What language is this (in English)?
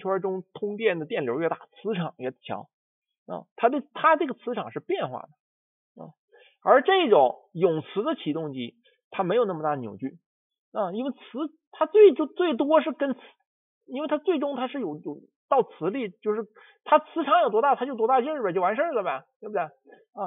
Chinese